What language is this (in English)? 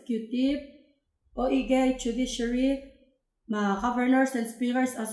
Palauan